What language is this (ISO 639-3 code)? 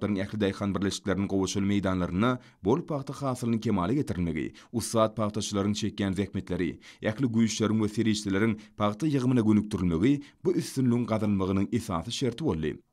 tuk